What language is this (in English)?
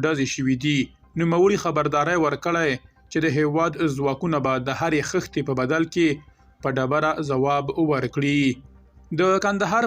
Pashto